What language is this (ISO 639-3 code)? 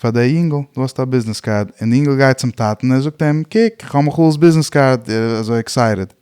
yid